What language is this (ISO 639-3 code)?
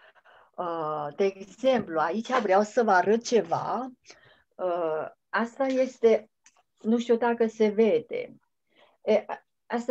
ron